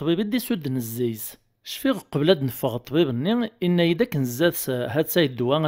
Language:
Kabyle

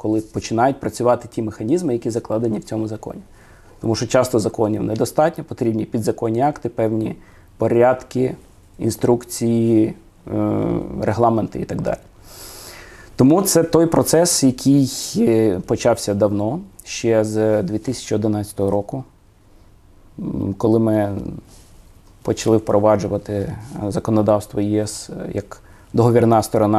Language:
Ukrainian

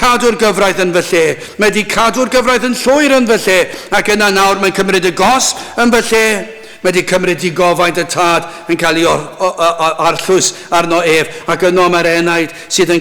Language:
Welsh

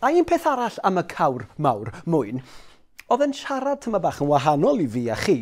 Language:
Welsh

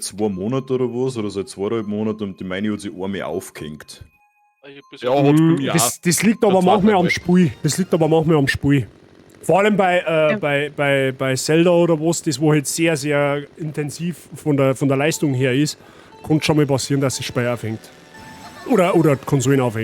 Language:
Bavarian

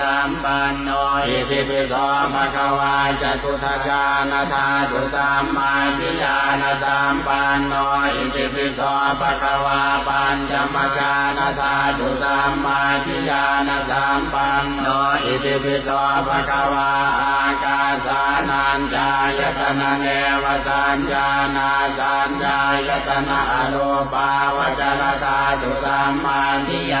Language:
Pali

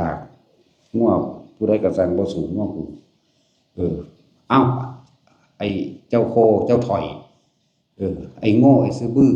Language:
Northeastern Thai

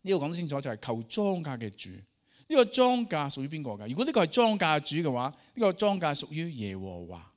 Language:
Cantonese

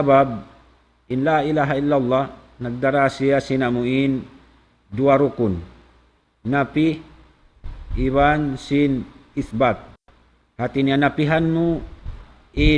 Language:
Tausug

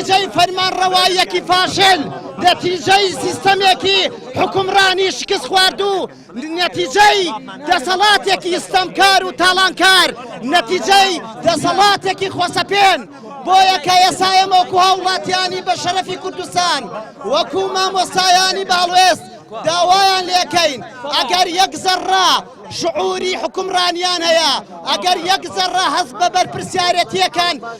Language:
Central Kurdish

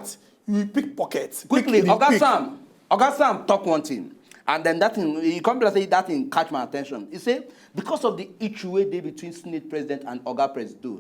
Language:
Nigerian Pidgin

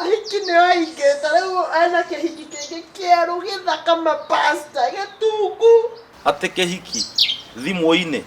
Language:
Kikuyu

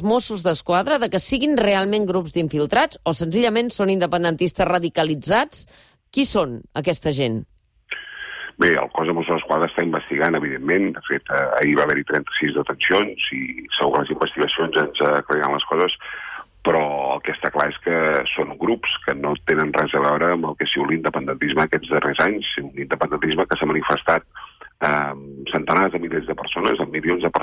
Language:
Catalan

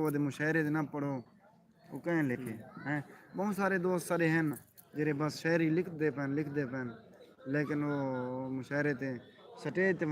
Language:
Saraiki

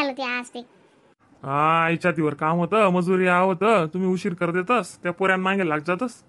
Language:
Khandesi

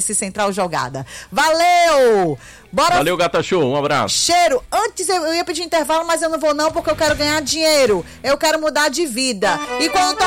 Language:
Portuguese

